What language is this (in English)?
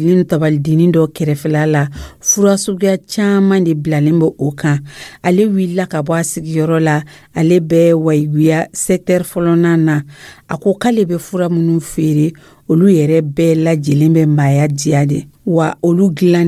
Dyula